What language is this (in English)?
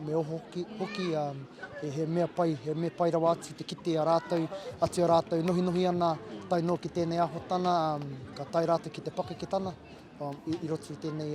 Māori